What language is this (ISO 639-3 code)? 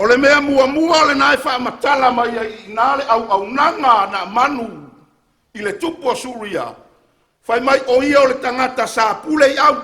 smo